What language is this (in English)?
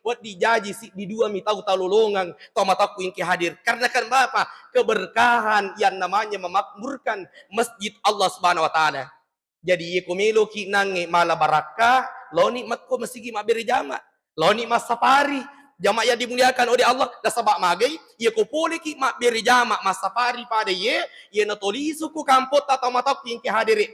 Buginese